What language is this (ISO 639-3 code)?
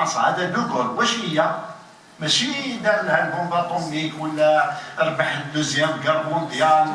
arq